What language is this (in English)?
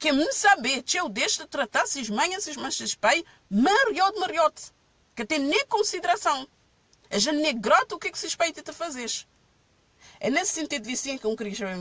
Kabuverdianu